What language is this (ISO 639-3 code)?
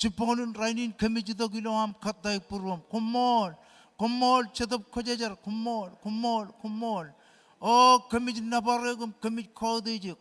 mah